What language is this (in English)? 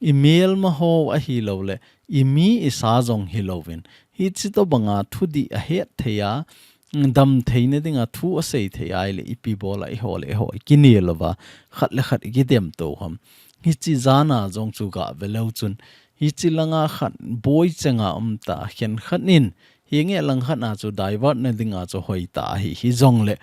Thado Chin